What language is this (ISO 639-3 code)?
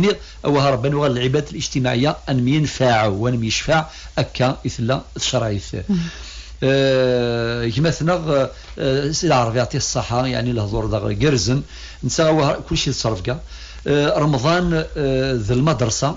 kab